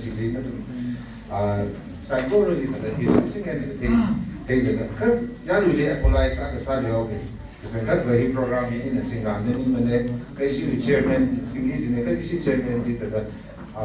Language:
Tangkhul Naga (India)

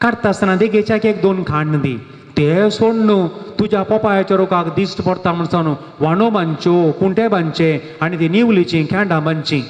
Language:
Konkani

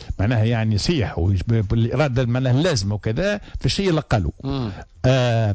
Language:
Tunisian Arabic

